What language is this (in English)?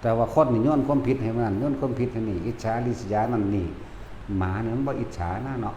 Northeastern Thai